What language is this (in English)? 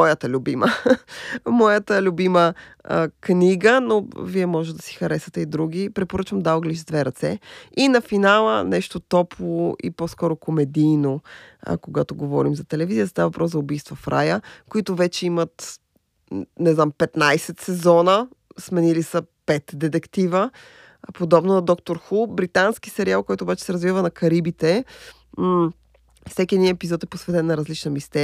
Bulgarian